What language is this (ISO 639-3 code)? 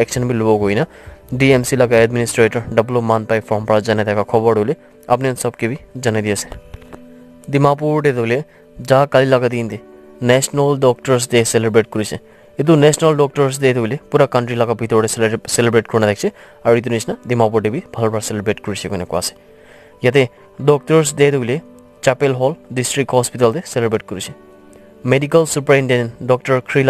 nag